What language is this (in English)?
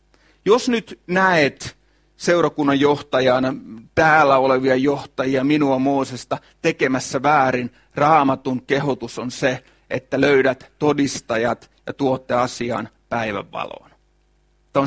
Finnish